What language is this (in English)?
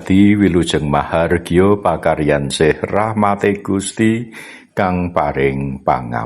Javanese